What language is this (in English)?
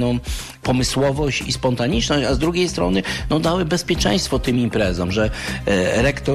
Polish